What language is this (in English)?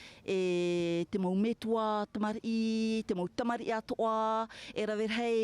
Tahitian